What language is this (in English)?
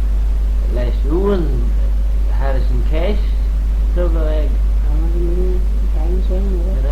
Manx